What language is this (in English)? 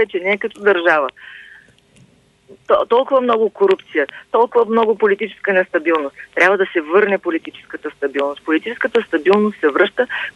Bulgarian